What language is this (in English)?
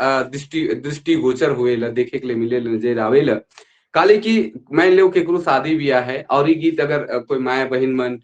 Sadri